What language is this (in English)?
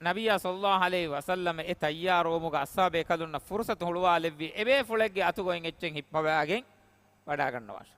Divehi